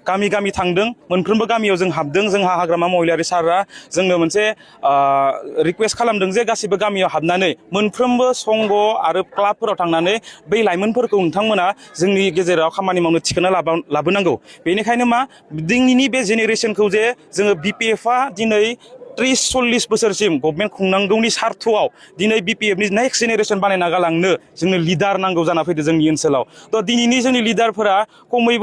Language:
Bodo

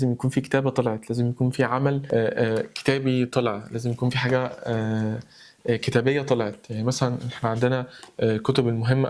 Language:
Egyptian Arabic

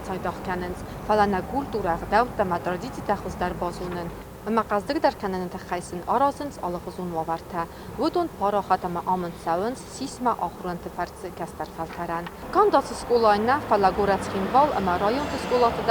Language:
Ossetic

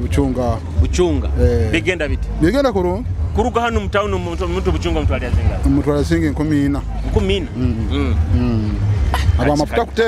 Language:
Nyoro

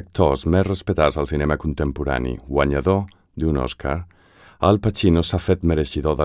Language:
Catalan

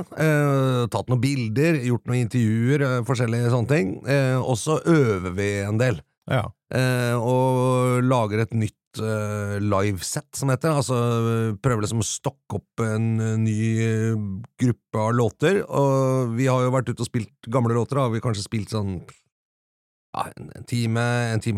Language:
Norwegian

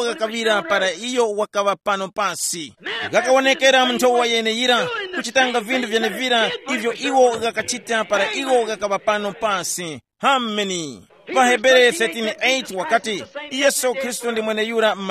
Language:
Tumbuka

